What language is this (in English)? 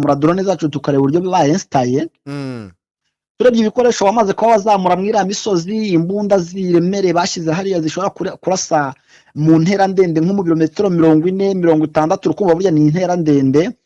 Kinyarwanda